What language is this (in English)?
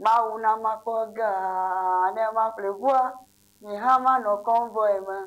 Ewe